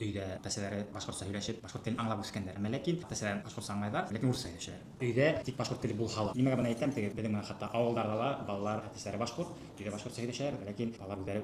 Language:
Bashkir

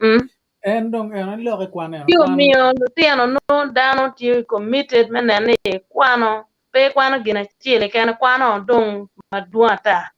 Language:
Acoli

